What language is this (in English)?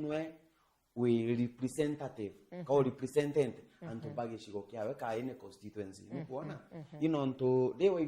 Meru